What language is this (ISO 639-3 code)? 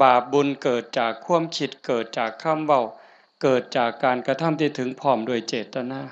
lao